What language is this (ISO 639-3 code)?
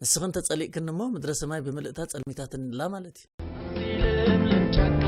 tir